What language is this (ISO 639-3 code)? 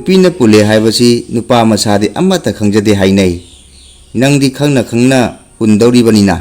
mni